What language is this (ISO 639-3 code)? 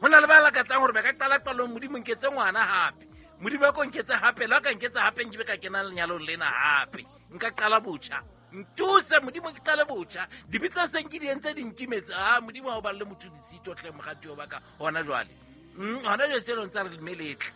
sot